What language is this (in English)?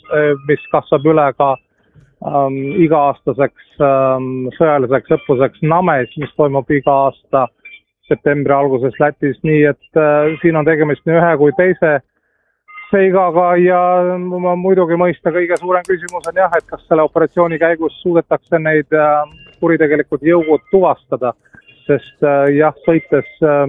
Estonian